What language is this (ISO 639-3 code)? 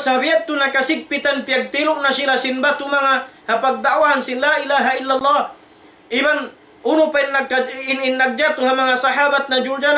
tsg